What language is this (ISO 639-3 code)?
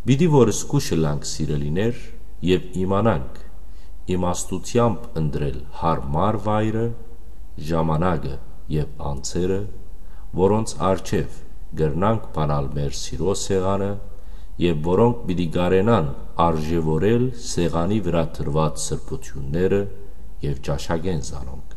hyw